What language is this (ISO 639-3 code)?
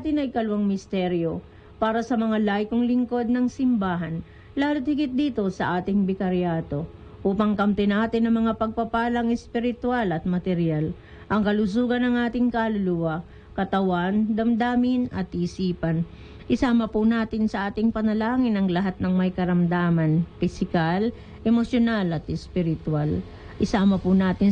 fil